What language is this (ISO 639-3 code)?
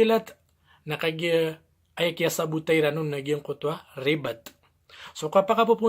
mrw